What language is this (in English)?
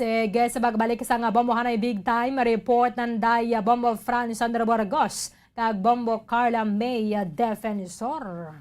Hiligaynon